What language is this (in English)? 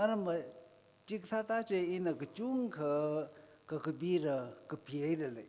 Tangkhul Naga (India)